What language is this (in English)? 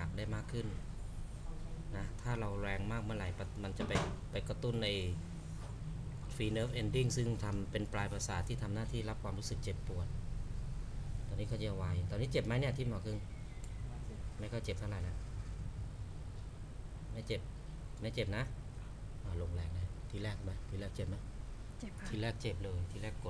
Thai